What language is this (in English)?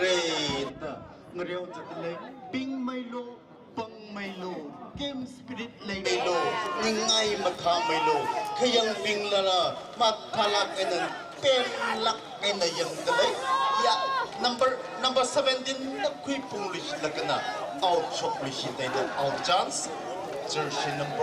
Tangkhul Naga (India)